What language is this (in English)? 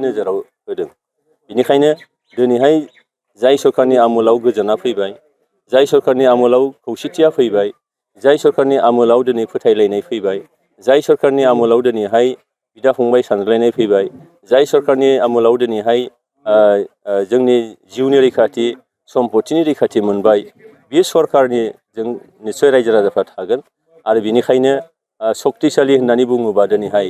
Bodo